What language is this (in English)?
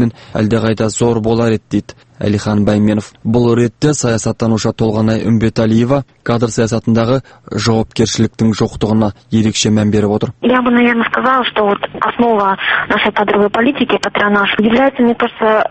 Kazakh